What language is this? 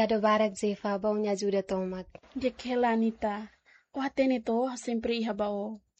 Tetum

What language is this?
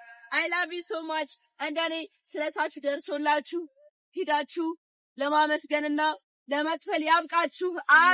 Amharic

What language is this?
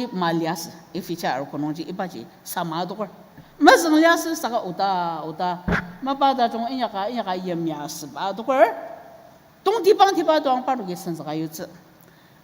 Ao Naga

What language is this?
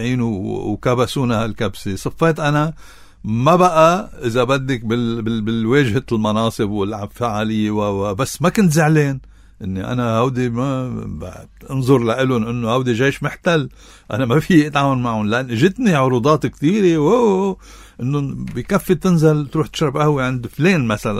North Levantine Arabic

